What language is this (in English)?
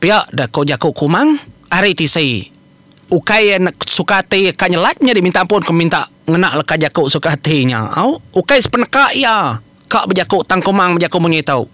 Iban